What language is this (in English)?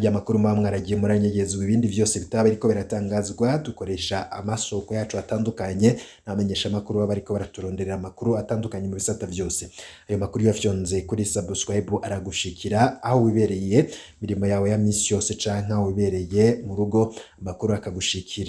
Rundi